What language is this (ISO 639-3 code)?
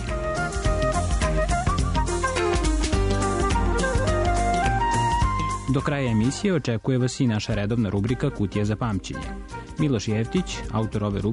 srp